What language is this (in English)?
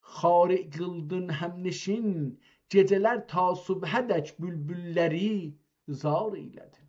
South Azerbaijani